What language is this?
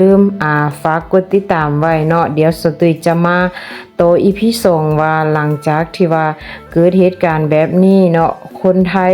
Lao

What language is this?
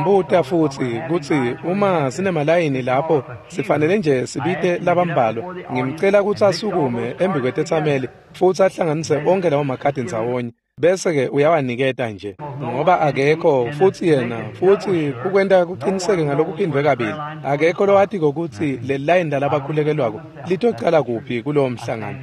Swati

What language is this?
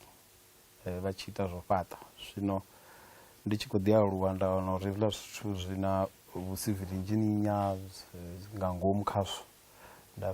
Venda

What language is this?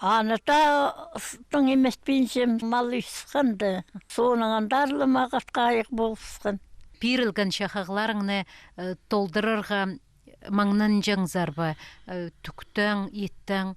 Khakas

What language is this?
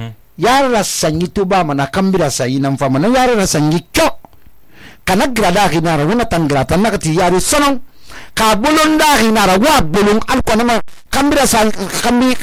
Susu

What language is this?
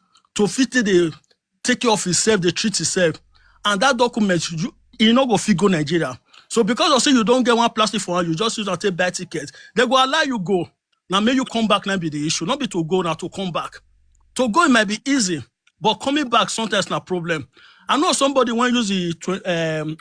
Nigerian Pidgin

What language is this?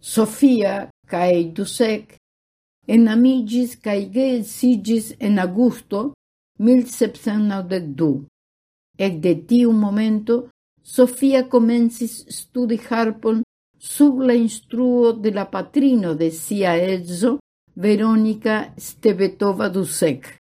Esperanto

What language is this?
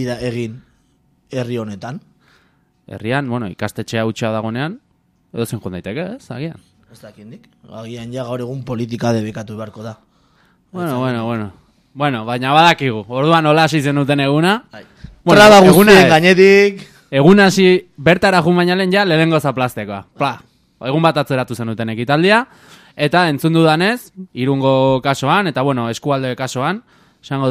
Basque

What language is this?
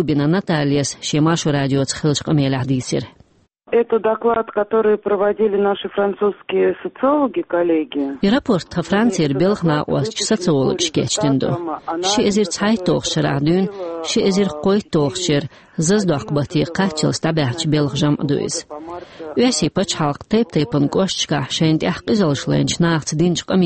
Chechen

